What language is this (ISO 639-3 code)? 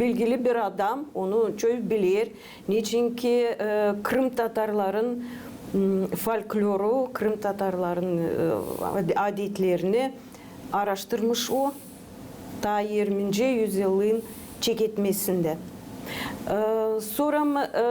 gag